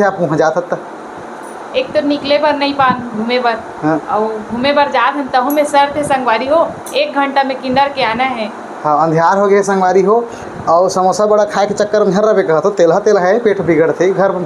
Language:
Chhattisgarhi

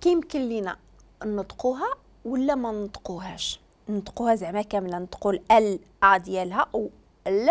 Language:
Moroccan Arabic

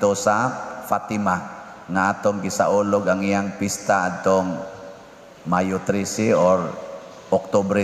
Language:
Cebuano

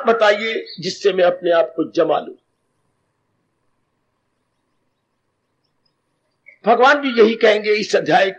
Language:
Hindi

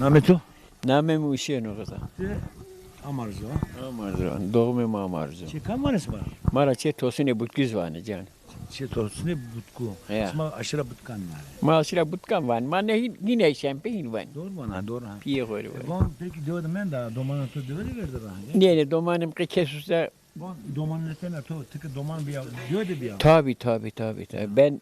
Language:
Zaza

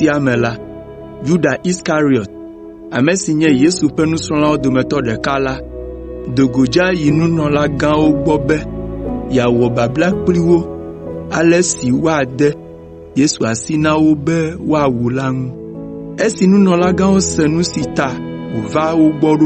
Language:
Ewe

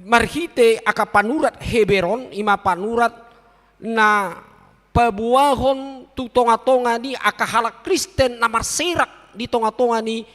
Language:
Batak Toba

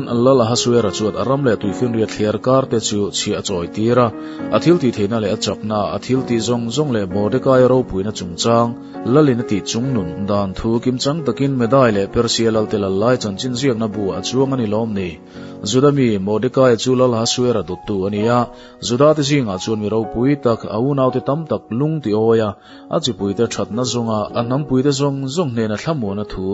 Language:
Mizo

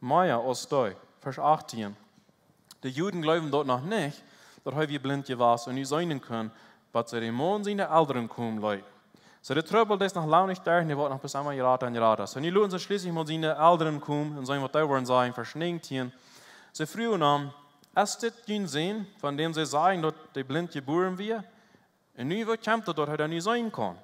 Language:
Plautdietsch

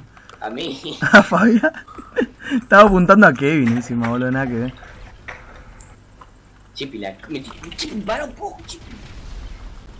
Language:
Spanish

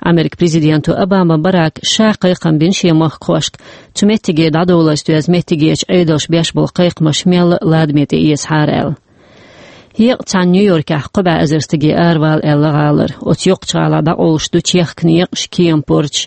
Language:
Chechen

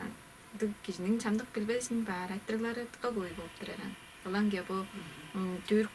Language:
Tuvinian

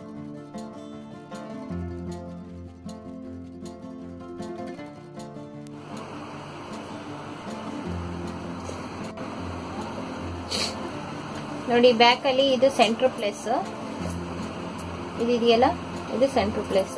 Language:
Kannada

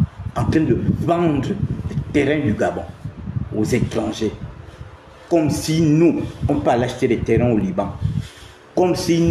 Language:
French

